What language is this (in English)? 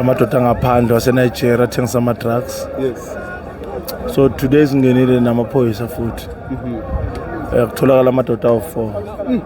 Zulu